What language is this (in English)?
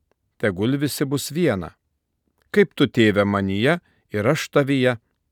Lithuanian